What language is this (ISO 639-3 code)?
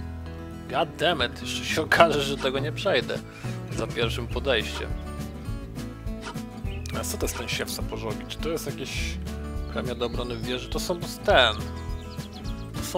pol